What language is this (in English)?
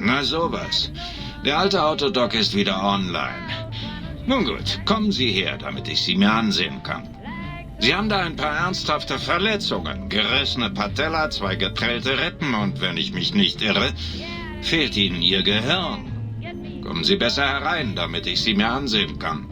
Bavarian